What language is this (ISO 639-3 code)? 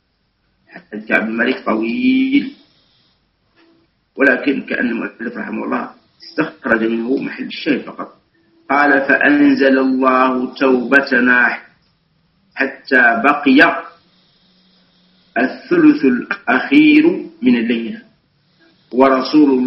ara